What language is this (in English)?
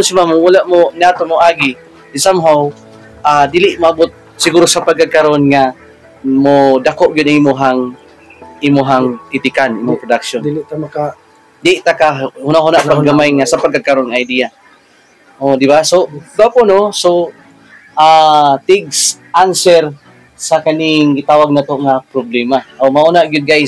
Cebuano